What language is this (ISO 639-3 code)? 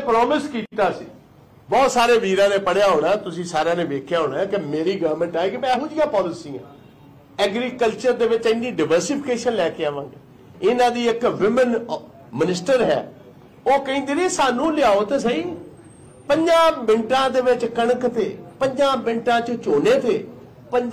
pan